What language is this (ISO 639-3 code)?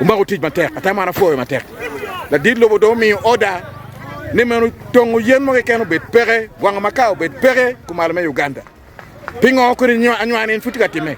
ach